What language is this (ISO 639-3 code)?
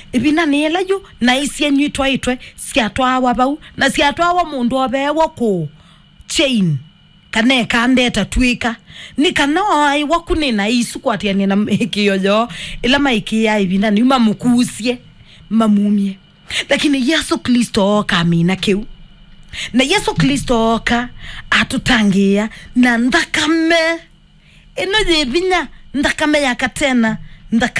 kam